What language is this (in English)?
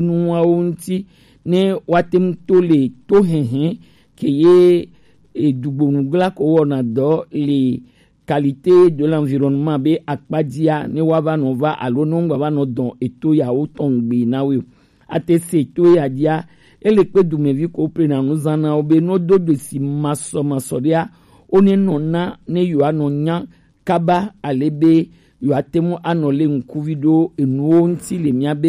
Gen